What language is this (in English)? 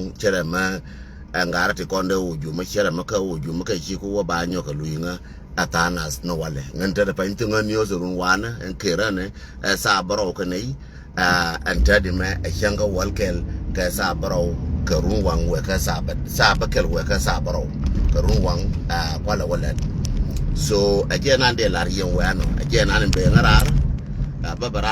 Nuer